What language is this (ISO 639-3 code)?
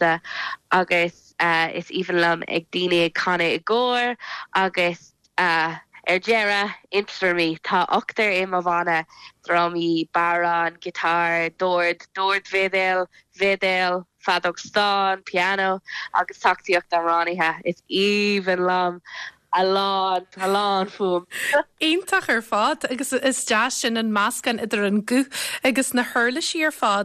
gle